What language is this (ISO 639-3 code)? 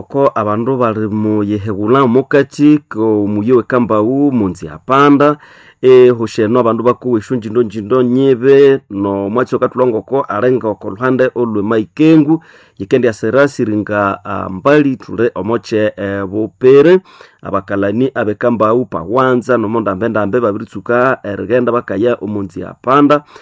nnb